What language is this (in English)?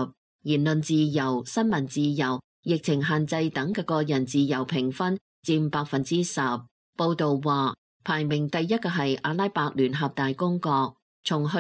Cantonese